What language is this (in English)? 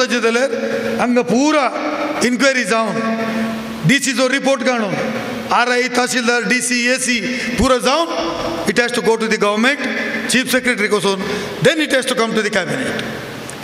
Konkani